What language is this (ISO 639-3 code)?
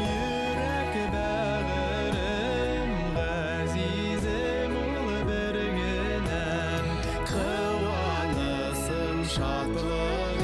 bak